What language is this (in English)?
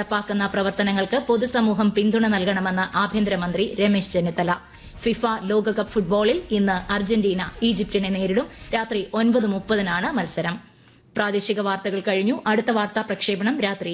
Malayalam